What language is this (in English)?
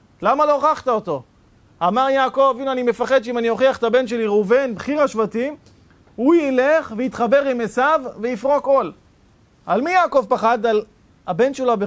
Hebrew